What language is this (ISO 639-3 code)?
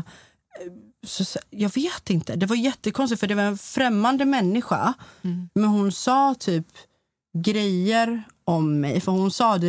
swe